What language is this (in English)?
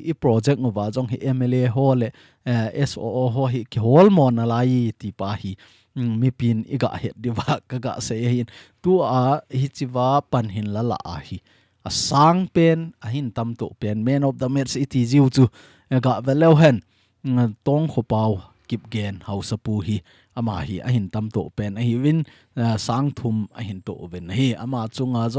Thado Chin